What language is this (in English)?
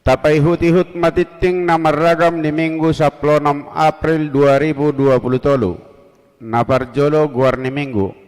Batak Toba